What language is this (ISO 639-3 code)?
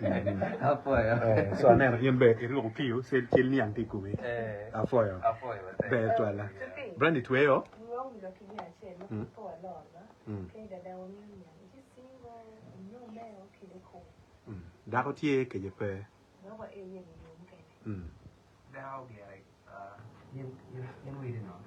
ach